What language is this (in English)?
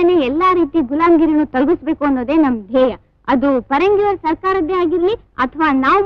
Kannada